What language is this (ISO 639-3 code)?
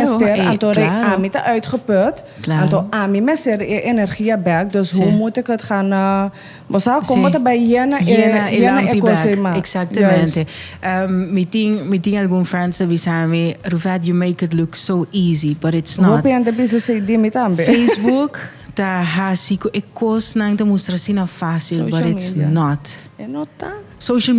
pap